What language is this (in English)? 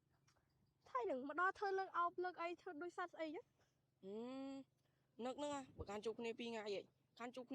Khmer